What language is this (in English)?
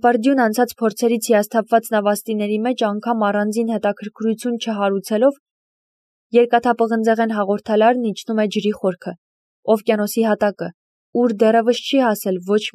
Armenian